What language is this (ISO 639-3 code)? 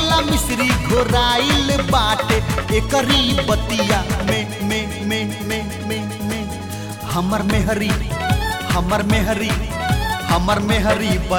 bho